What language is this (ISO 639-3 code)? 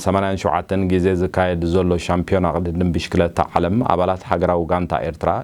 tir